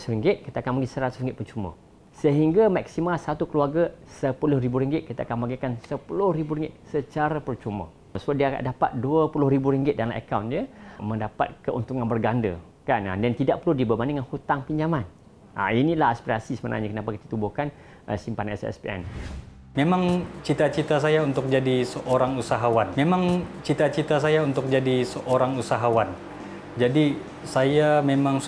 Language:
Malay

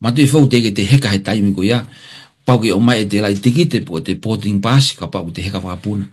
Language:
Tongan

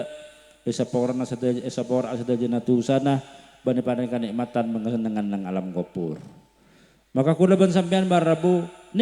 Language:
Madurese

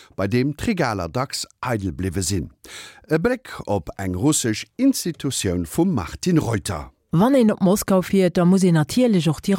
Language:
Luxembourgish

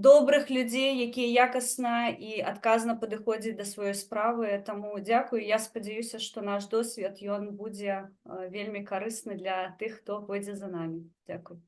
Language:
Belarusian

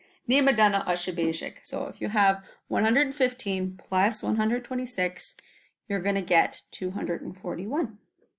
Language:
Chippewa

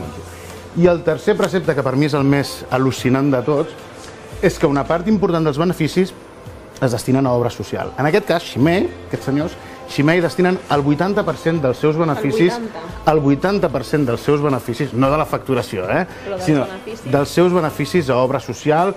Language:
Catalan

